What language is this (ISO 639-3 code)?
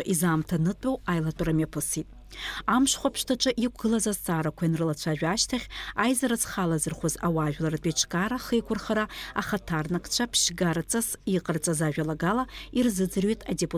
abk